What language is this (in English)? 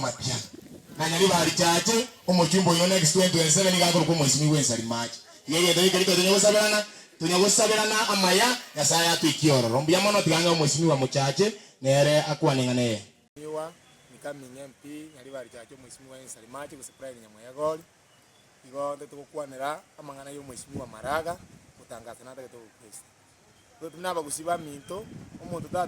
Gusii